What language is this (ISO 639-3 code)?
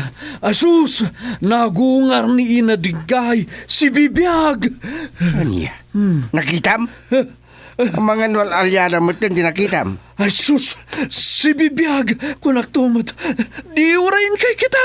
ilo